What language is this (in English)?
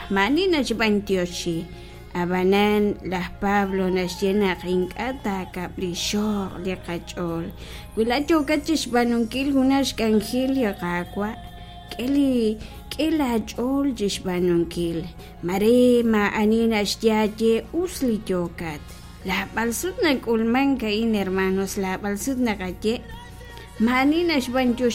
Kekchí